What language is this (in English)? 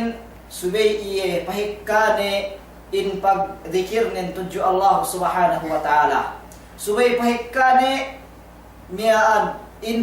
Yakan